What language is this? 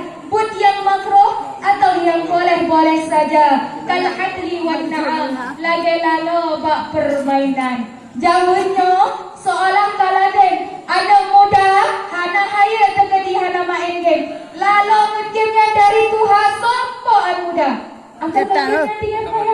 Achinese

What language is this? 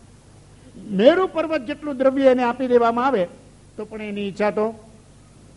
Gujarati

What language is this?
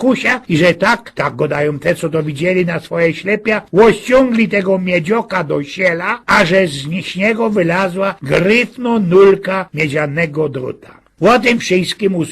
Silesian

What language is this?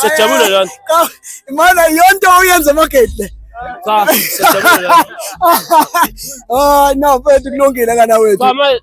Zulu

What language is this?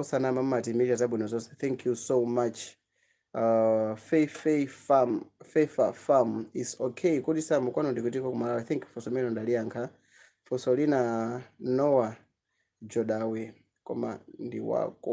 Nyanja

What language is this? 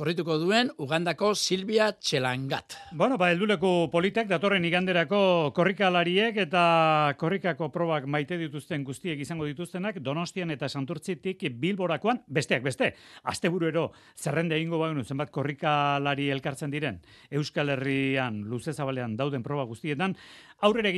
Basque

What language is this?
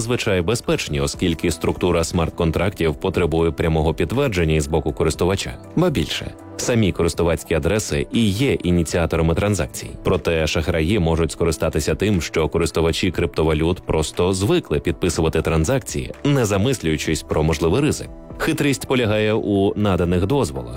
Ukrainian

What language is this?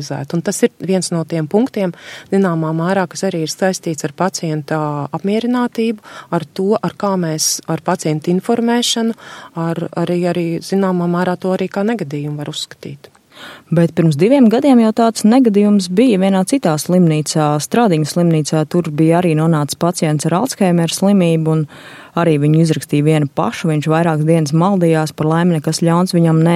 Latvian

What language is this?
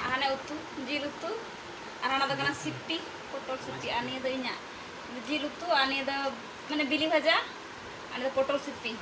Santali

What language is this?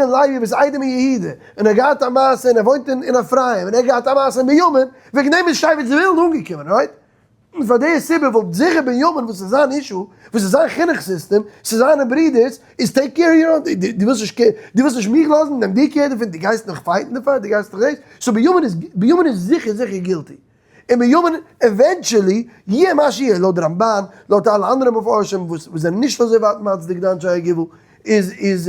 Yiddish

